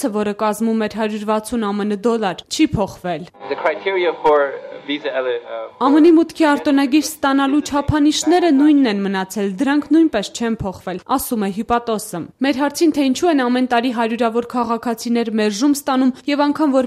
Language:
Armenian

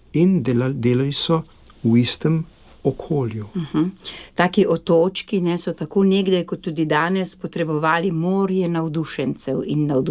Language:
Slovenian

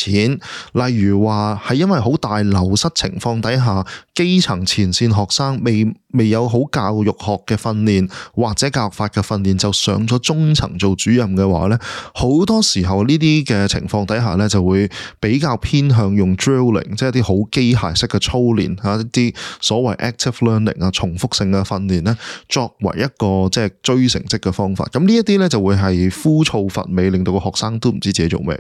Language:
Cantonese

